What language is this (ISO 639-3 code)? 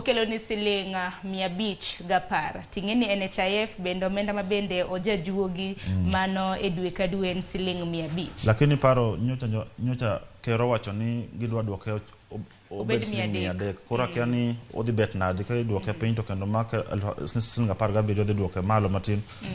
luo